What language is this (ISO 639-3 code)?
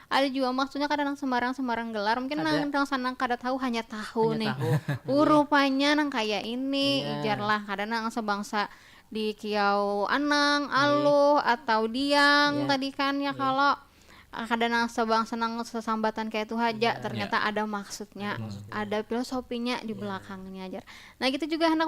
bjn